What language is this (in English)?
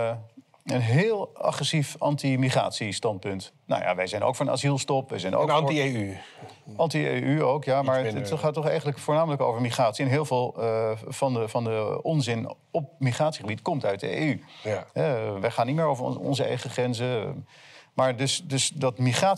Dutch